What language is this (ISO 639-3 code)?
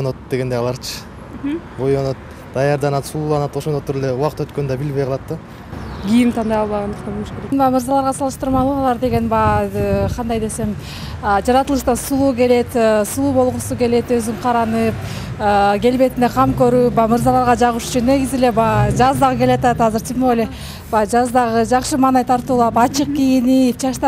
kir